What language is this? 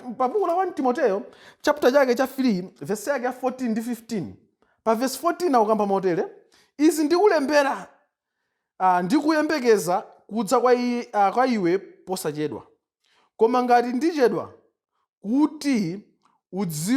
Nyanja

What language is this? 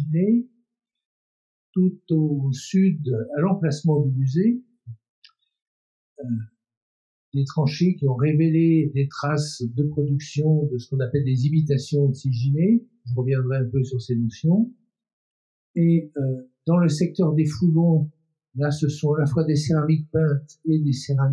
French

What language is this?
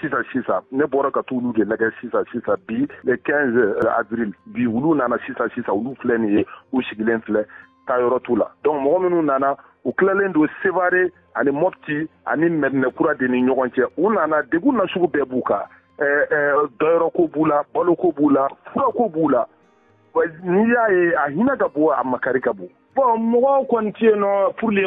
Bambara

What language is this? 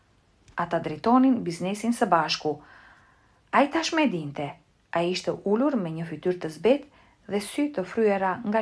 Albanian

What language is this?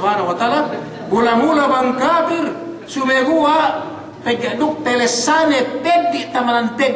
Yakan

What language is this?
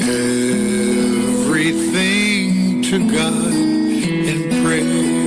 Papiamento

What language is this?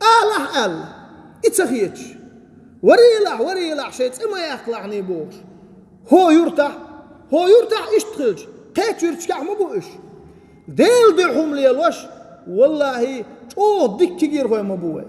Chechen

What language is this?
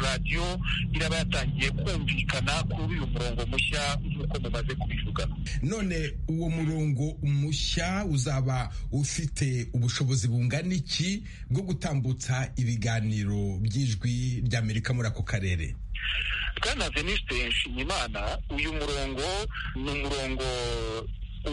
Kinyarwanda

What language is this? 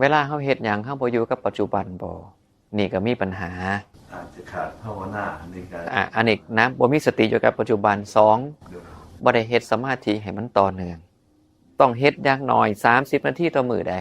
Northeastern Thai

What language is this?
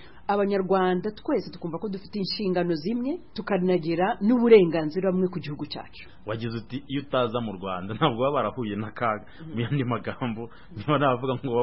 Kinyarwanda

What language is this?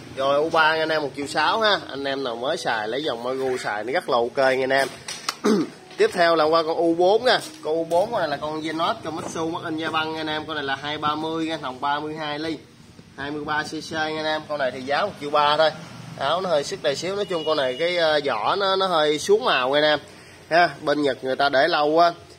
Vietnamese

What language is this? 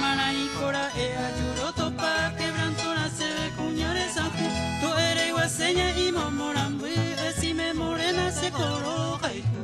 Guarani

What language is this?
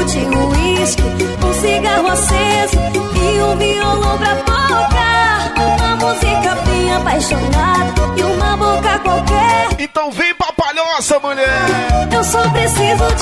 Portuguese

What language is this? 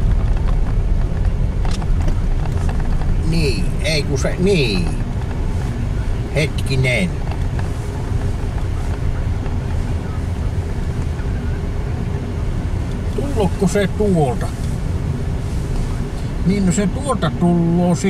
Finnish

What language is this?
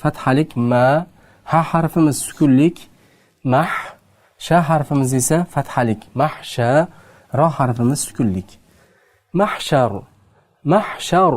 Uzbek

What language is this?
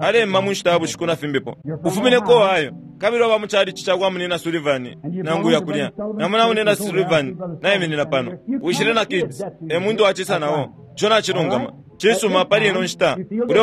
Bemba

